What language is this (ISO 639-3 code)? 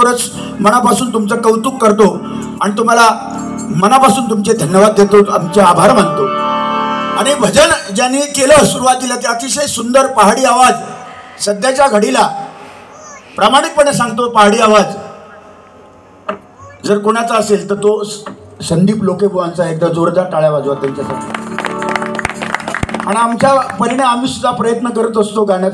mar